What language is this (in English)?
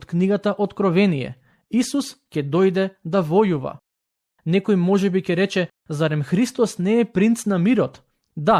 Macedonian